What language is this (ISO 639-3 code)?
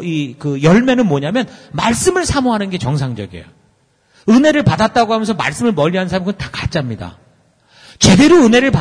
kor